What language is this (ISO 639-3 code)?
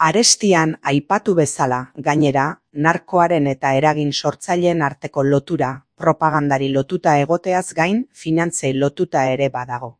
eus